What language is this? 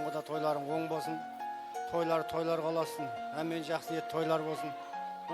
Kara-Kalpak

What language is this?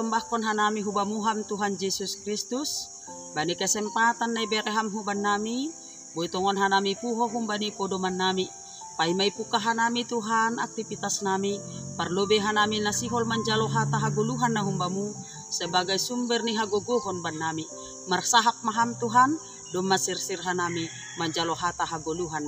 Batak Simalungun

